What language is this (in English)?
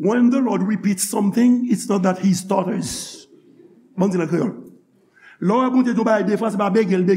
Haitian Creole